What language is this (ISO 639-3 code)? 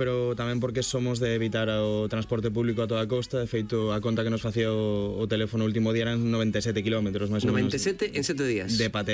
glg